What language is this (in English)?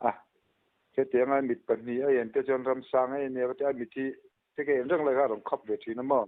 Mizo